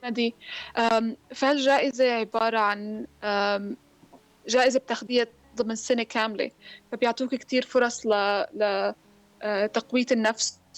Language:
North Levantine Arabic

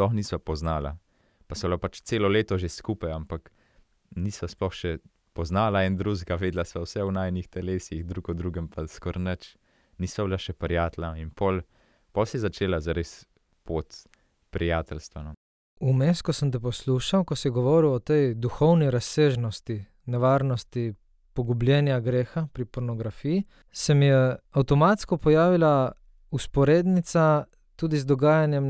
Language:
Slovenian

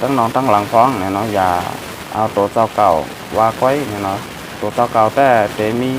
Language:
Shan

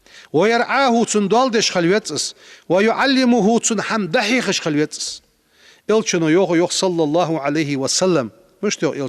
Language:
Ingush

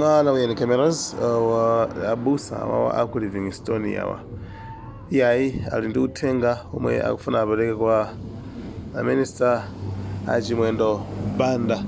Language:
Nyanja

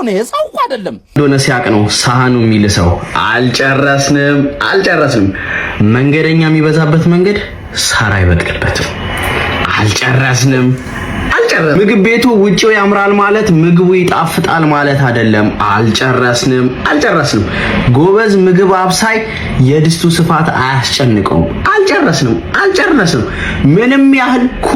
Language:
Amharic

